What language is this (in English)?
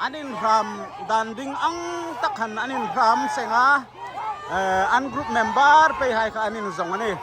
Hmar